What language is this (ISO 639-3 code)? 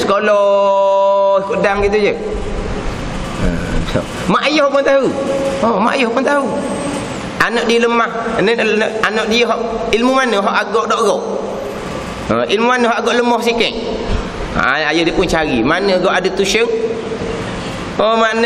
msa